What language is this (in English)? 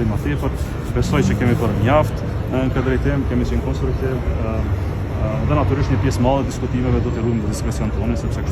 Albanian